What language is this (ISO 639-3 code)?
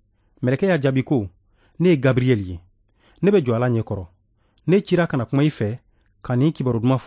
bam